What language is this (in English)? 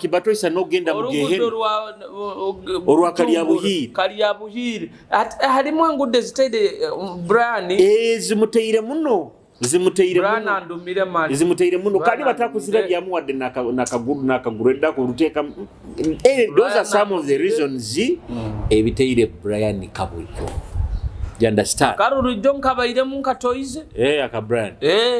Nyoro